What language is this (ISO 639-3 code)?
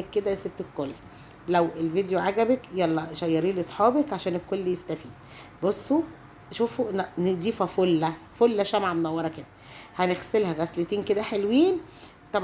arz